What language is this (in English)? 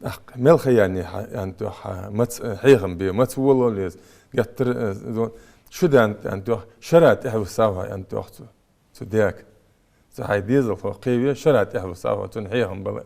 Ingush